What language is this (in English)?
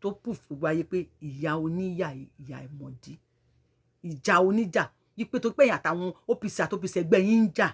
Yoruba